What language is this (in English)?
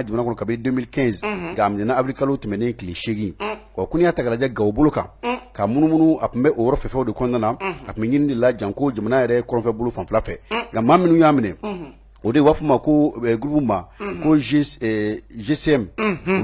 Bambara